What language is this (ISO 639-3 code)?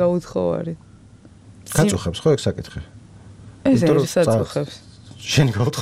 kat